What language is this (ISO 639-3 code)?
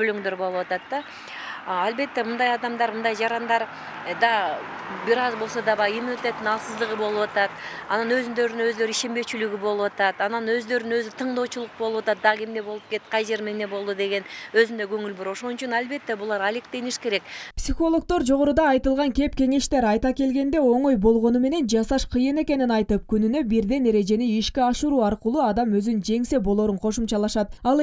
kir